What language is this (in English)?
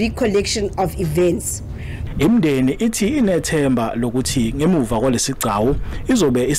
Zulu